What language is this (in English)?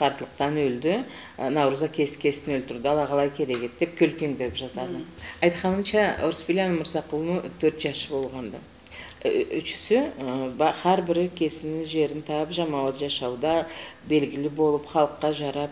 Karachay-Balkar